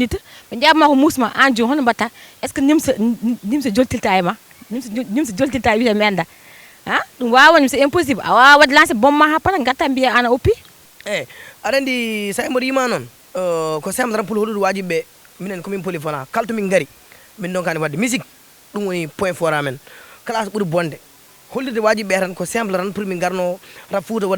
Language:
Fula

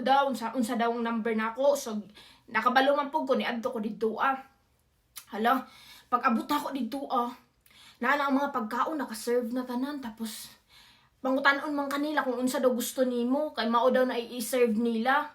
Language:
Cebuano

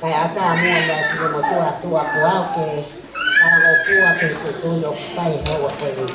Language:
Tongan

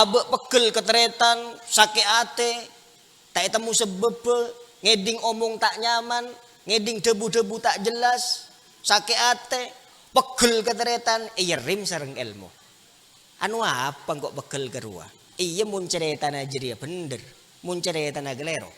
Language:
Madurese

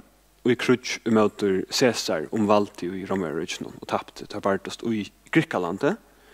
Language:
Faroese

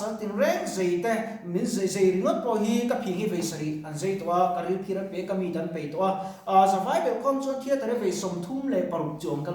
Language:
Mizo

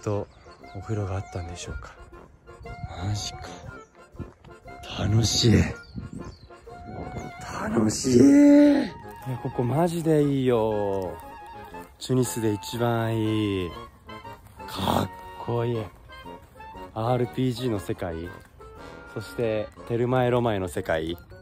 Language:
Japanese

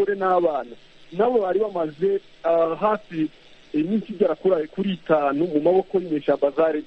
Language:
Kinyarwanda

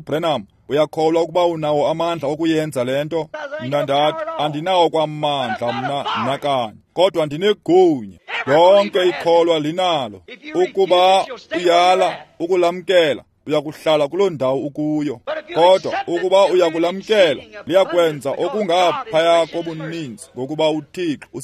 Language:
Xhosa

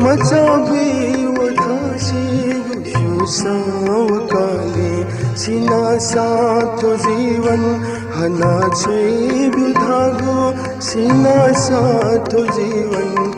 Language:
Newari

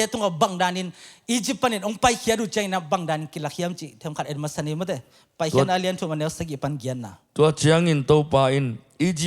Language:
Tedim Chin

